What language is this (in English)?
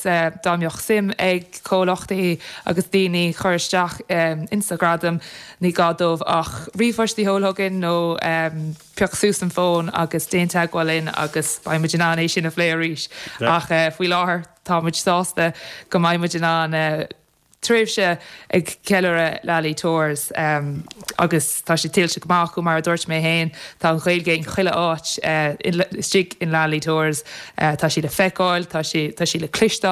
Irish